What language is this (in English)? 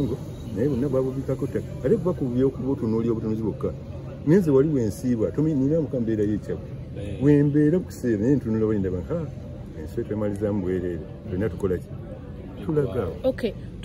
Ganda